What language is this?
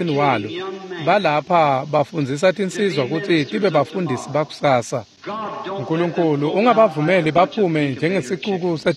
Swati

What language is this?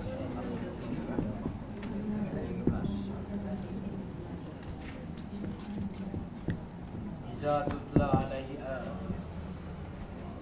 Malay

